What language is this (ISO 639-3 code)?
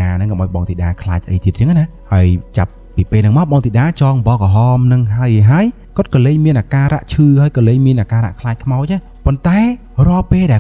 khm